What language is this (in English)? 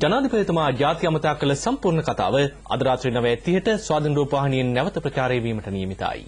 Sinhala